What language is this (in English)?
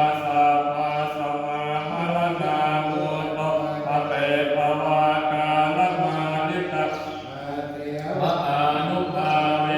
Pali